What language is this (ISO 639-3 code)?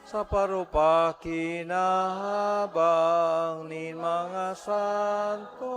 bik